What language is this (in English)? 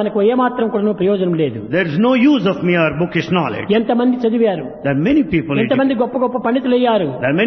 Telugu